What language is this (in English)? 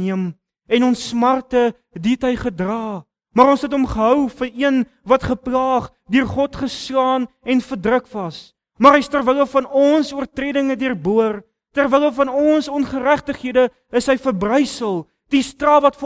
Afrikaans